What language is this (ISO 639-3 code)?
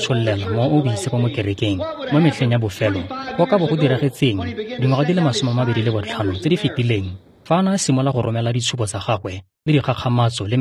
tsn